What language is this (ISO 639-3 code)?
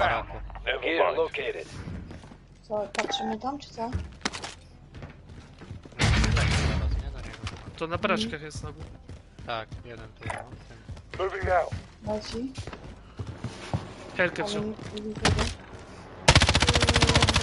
pol